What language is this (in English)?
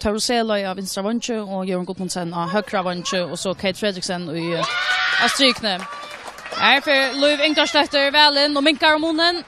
Faroese